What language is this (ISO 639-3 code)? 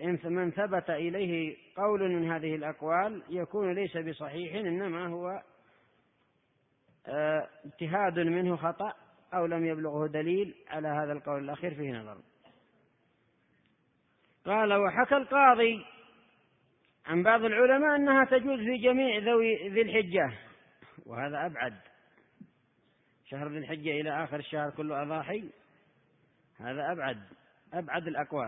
ara